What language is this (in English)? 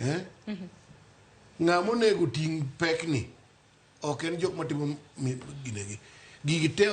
Luo (Kenya and Tanzania)